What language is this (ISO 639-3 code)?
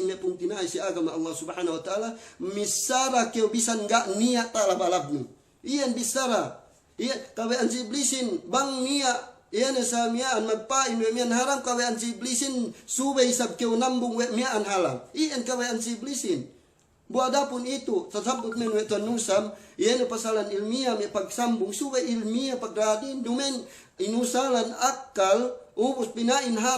yka